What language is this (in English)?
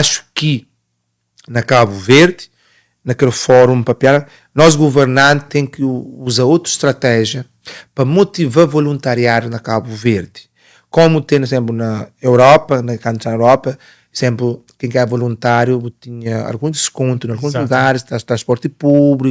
Kabuverdianu